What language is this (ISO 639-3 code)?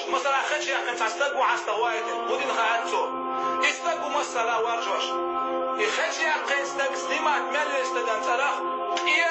che